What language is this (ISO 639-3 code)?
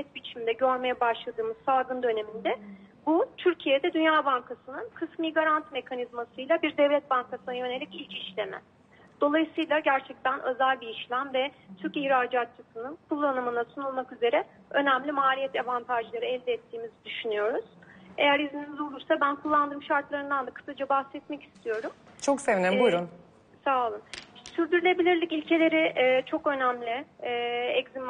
tur